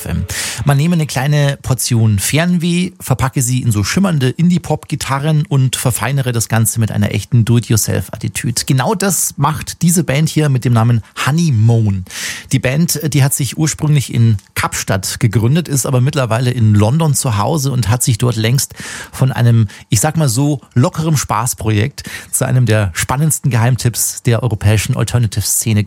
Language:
German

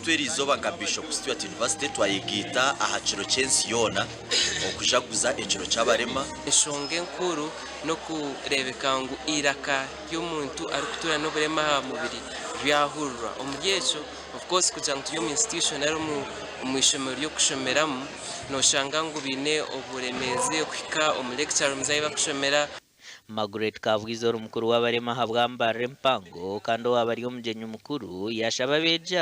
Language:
Nyankole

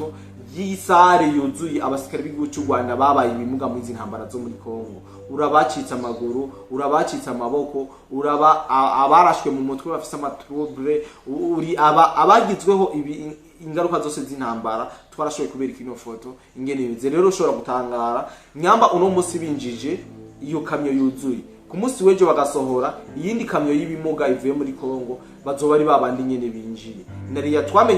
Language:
Rundi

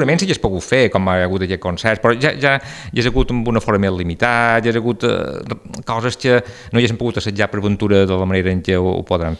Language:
Catalan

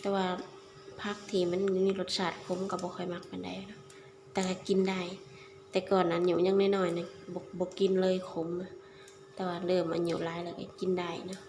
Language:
Lao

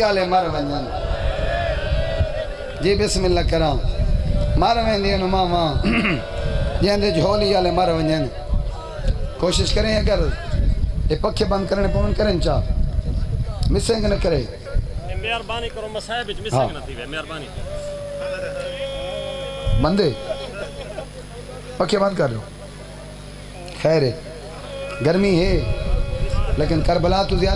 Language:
Saraiki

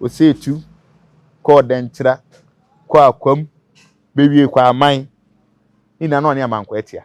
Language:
Akan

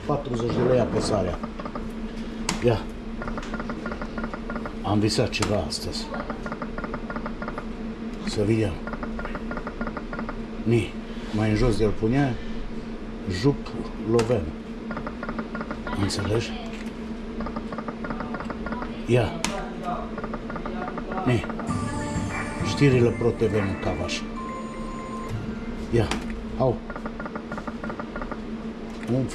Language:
Romanian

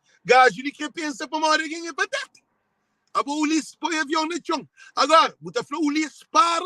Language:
Kabuverdianu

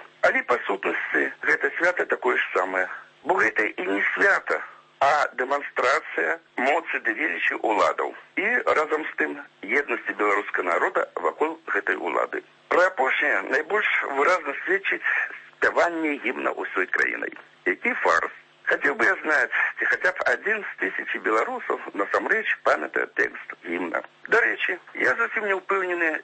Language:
Belarusian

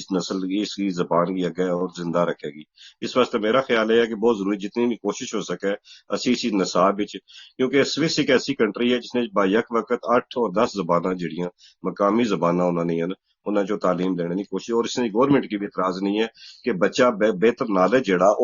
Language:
Gujari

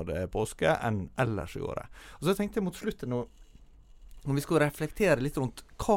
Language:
Norwegian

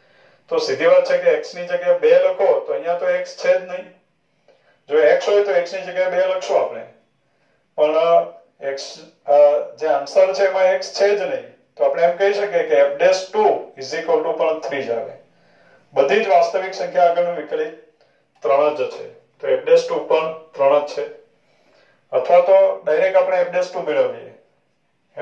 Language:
Gujarati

